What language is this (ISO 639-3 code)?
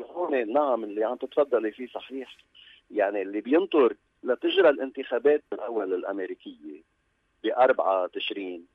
apc